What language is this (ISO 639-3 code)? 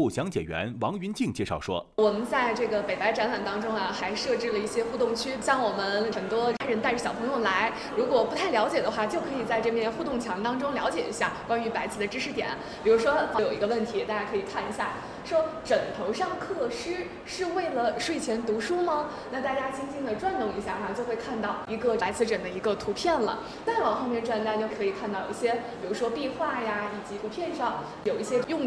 zho